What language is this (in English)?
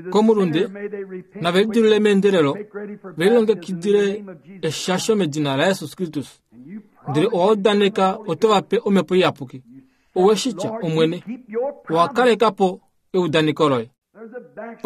Kuanyama